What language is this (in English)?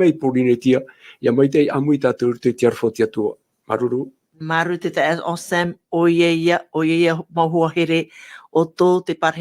Tahitian